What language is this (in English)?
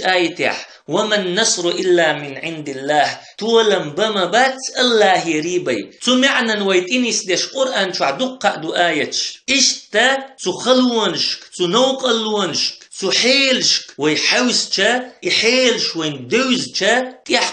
Chechen